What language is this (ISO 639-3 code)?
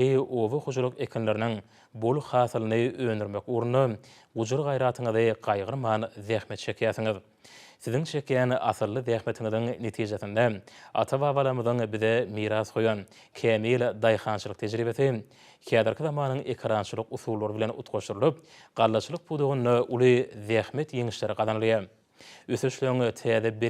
tuk